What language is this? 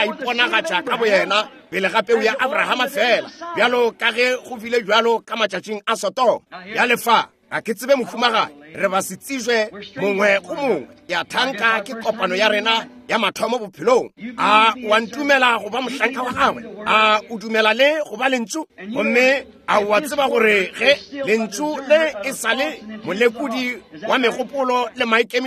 Northern Sotho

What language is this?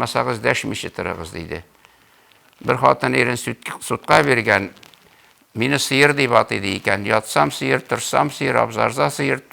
Tatar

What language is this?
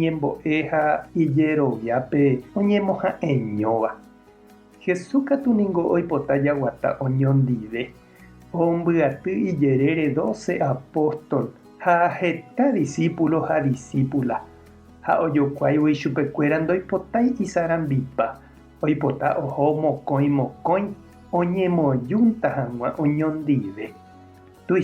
Guarani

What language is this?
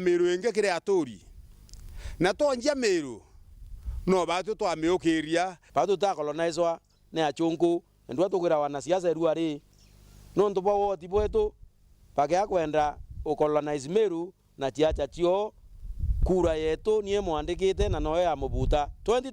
Meru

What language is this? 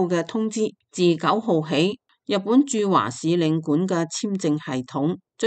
Cantonese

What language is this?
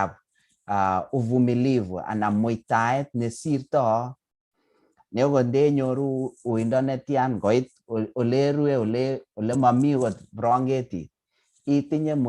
Kalenjin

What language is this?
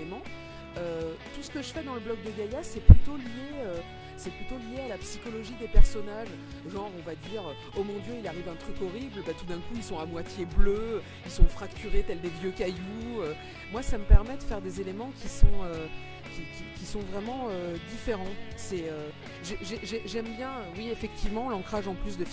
French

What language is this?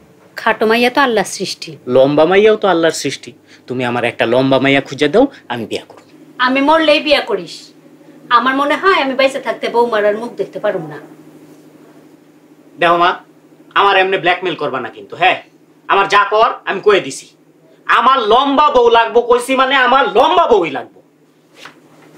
Bangla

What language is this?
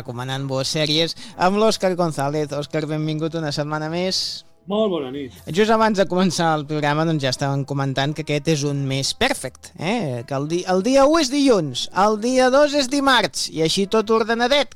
Catalan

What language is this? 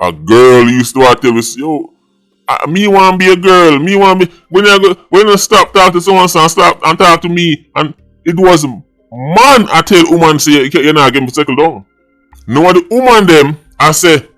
Jamaican Creole English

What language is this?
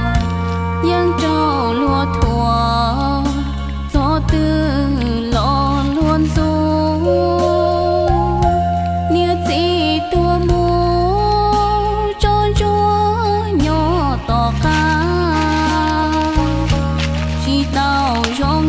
Vietnamese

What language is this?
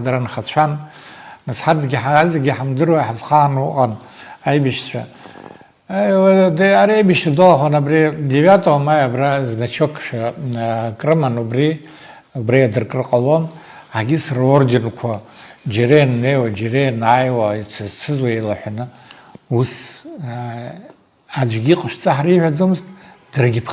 Abkhazian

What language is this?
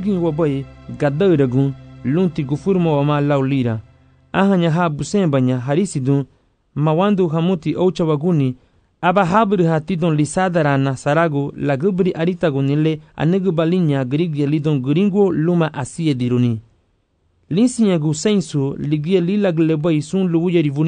Garifuna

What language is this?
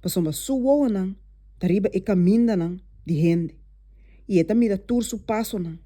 Papiamento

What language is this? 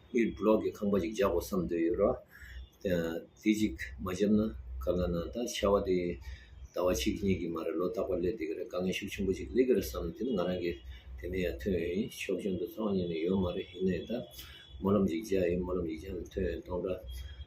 Tibetan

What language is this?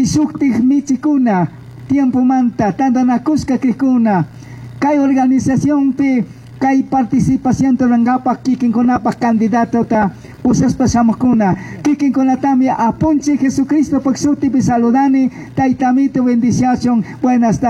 Chimborazo Highland Quichua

